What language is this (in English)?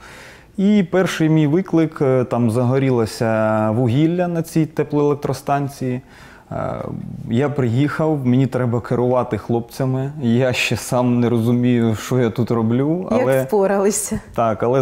Ukrainian